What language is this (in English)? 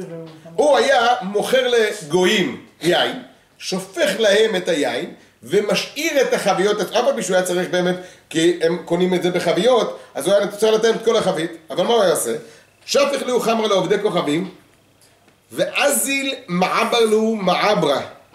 Hebrew